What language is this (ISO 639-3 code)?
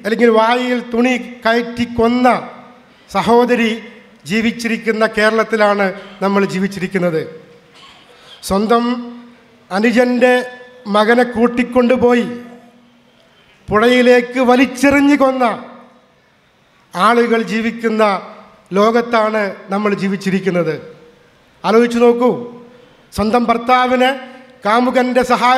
mal